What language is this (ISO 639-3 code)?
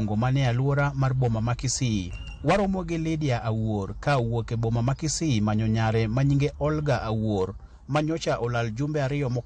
luo